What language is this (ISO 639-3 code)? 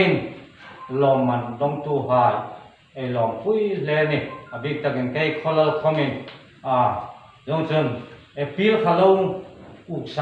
hmr